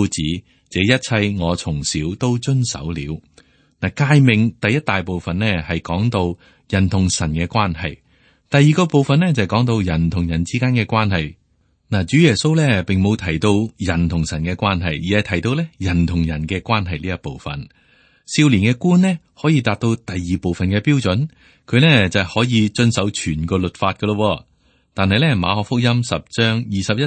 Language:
Cantonese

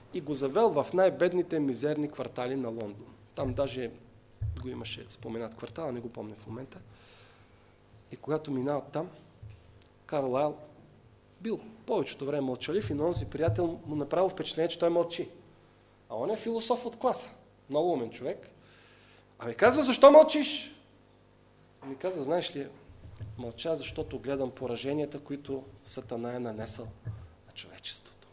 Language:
Bulgarian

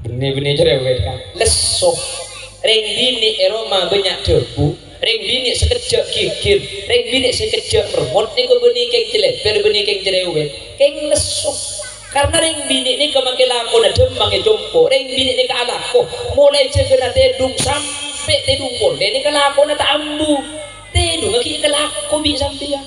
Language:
Madurese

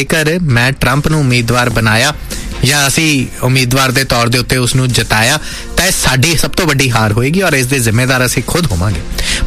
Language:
Punjabi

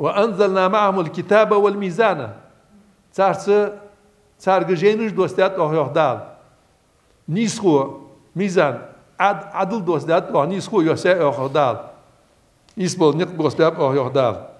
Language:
Ingush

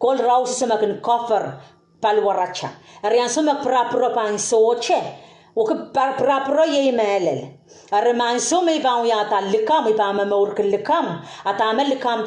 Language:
Pohnpeian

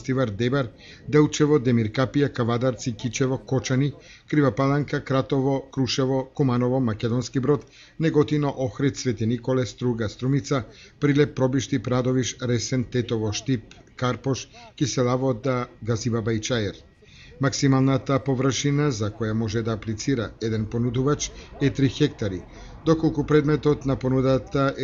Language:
Macedonian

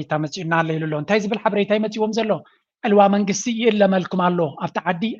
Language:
Tigrinya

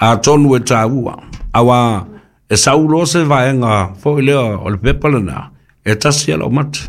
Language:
Samoan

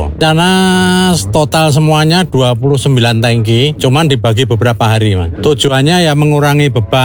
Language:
Indonesian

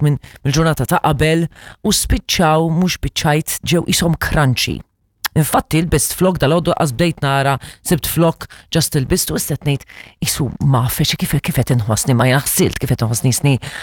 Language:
Maltese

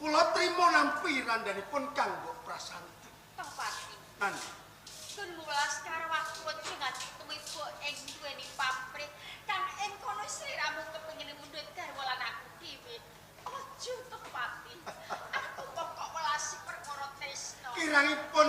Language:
Javanese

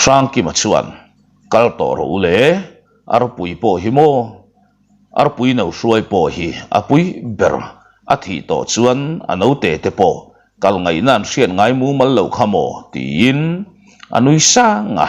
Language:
Mizo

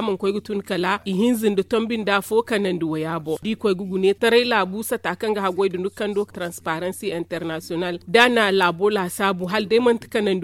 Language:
Zarma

